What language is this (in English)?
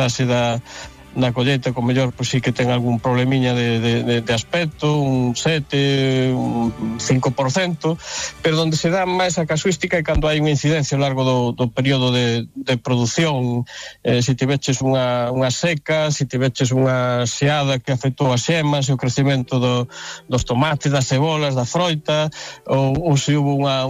Galician